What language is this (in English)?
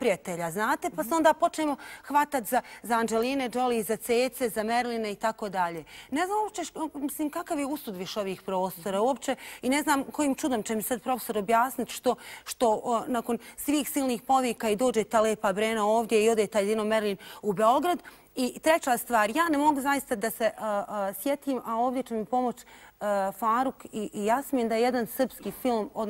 Bosnian